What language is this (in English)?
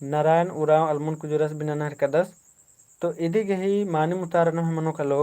Kurukh